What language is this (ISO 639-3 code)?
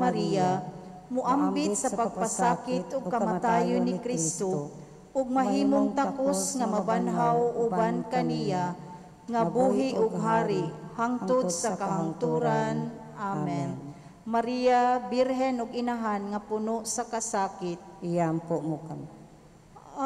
ceb